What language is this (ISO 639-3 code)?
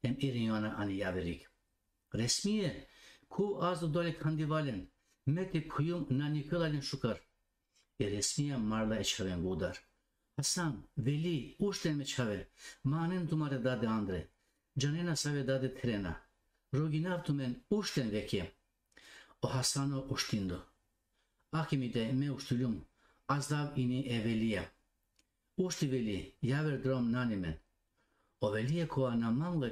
rmn